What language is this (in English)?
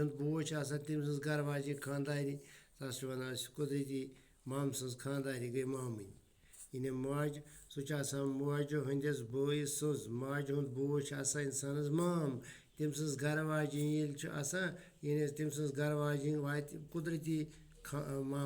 Kashmiri